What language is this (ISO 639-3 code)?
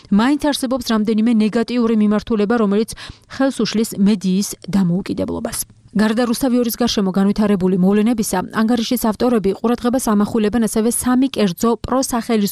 kat